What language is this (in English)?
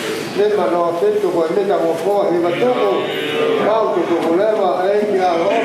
Tongan